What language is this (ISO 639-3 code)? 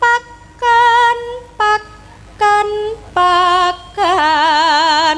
jav